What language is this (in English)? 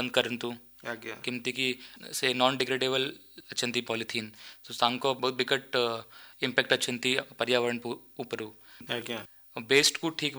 Odia